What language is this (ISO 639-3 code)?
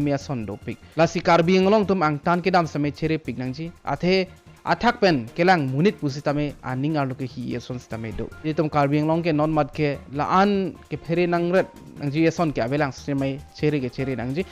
mjw